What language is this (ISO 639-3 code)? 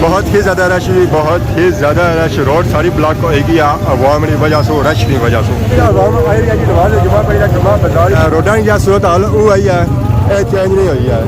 phr